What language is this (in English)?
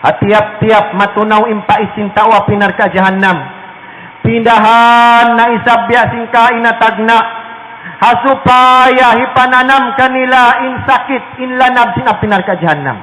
Tausug